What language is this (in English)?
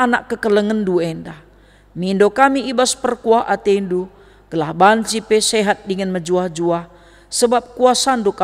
Batak Karo